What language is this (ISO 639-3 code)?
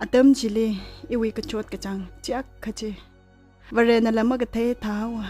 nmf